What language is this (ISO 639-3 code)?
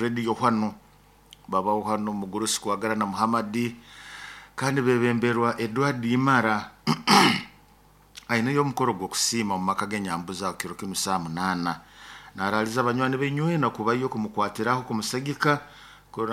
nyo